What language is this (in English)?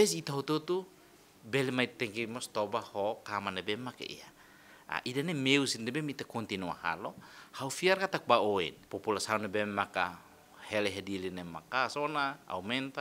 Tetum